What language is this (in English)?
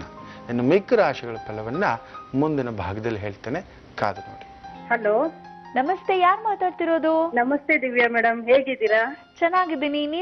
Kannada